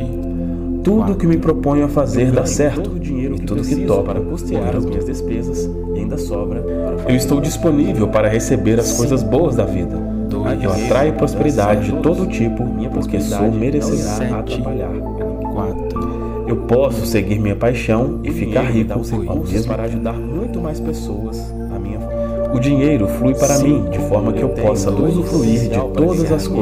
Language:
Portuguese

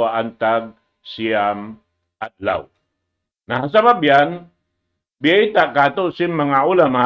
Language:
Tausug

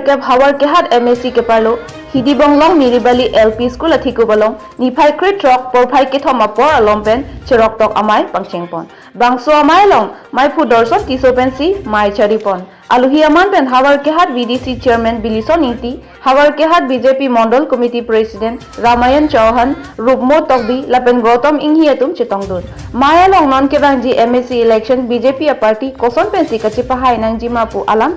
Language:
Karbi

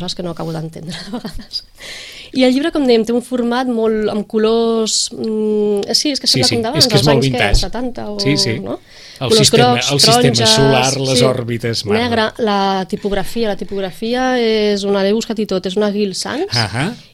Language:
Catalan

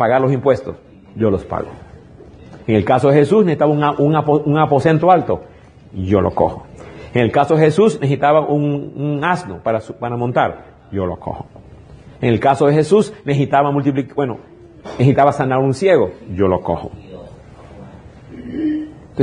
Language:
Spanish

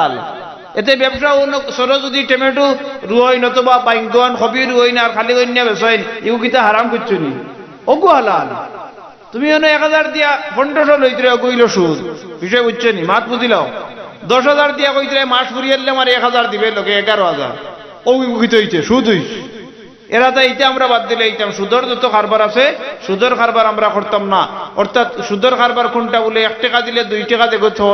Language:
Sylheti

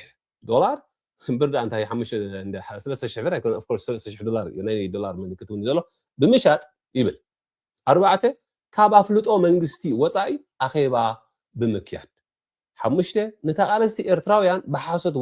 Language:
Tigrinya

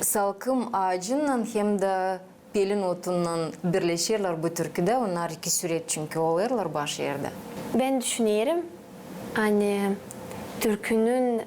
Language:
Gagauz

